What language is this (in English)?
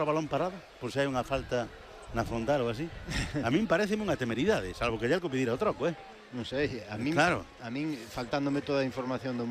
Galician